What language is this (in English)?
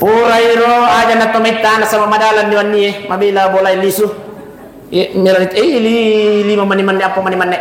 Buginese